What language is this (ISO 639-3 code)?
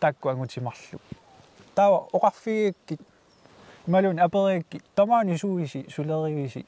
kal